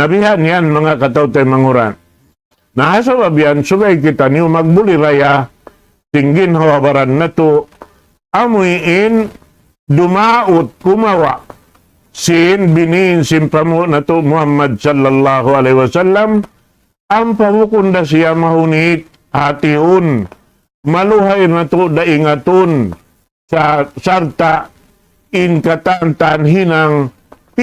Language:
Tausug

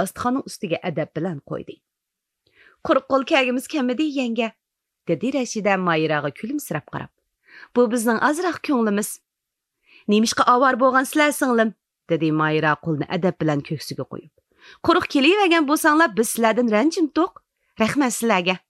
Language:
Uyghur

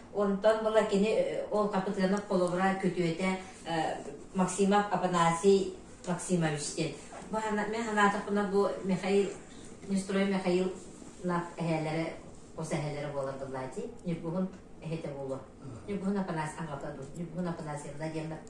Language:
Yakut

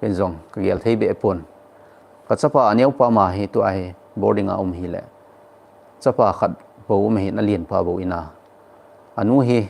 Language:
Thado Chin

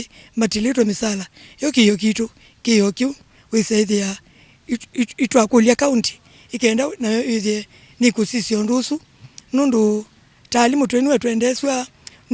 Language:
Kamba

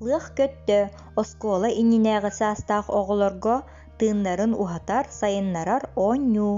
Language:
Yakut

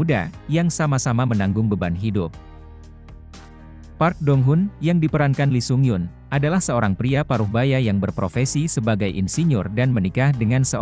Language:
Indonesian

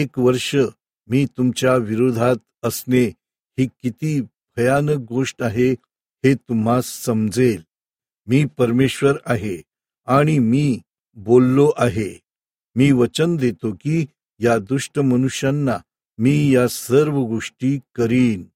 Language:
Marathi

